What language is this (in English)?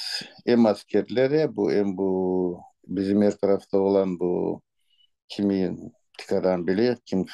Crimean Tatar